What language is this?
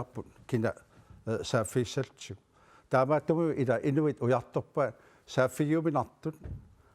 Kalaallisut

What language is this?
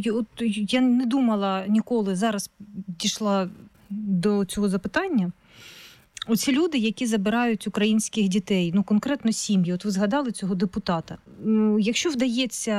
Ukrainian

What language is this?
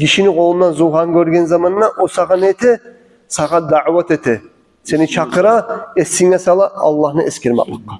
Kumyk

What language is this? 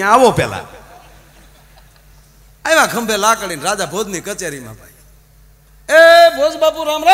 Gujarati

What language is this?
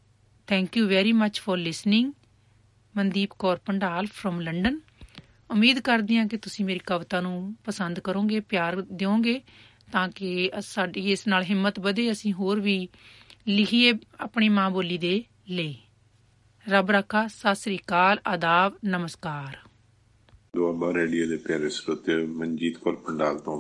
Punjabi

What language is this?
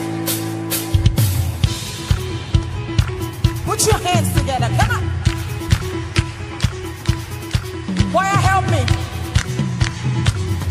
English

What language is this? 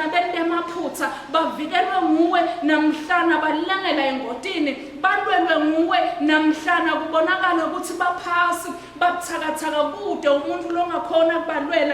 Swati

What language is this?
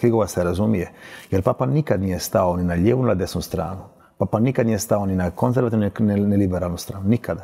Croatian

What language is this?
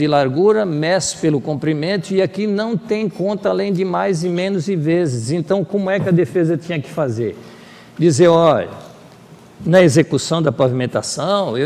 Portuguese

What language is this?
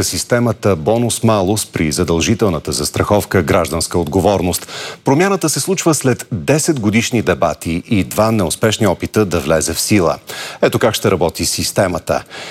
Bulgarian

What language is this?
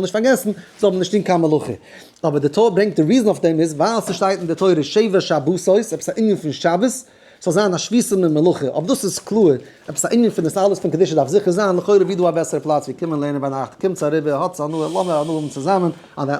Yiddish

